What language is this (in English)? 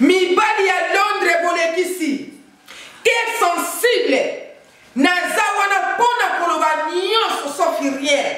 Lingala